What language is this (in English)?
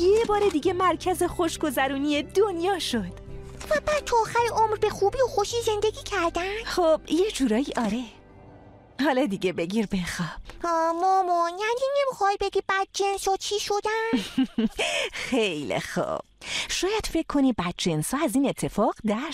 Persian